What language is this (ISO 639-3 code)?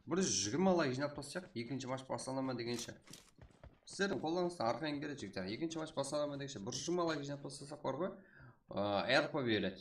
kaa